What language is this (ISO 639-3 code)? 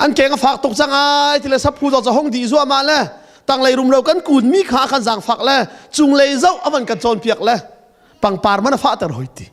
cnh